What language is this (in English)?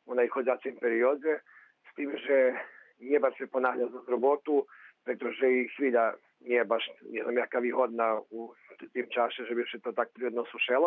Rusyn